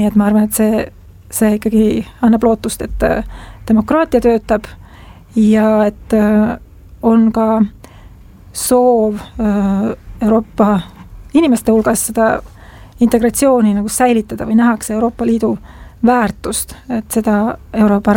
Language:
Estonian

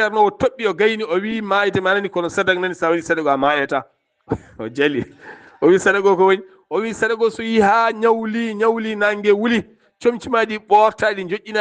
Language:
Fula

